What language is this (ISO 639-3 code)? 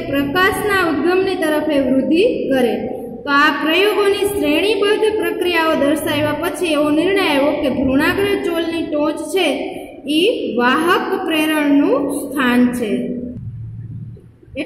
guj